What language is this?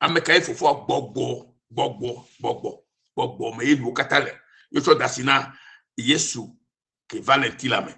Ewe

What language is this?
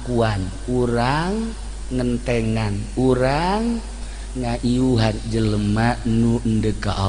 Sundanese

